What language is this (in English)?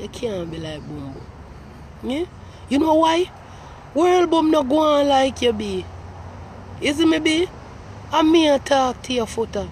Jamaican Creole English